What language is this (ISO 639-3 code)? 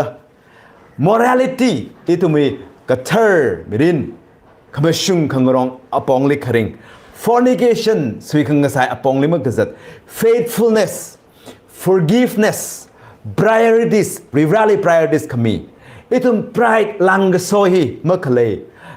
nmf